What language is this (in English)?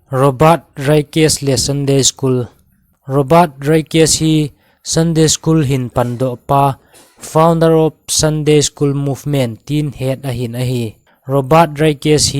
Thado Chin